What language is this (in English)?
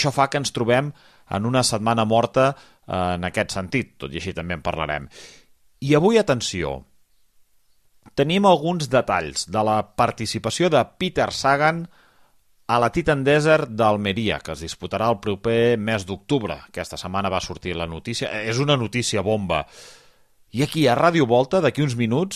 Catalan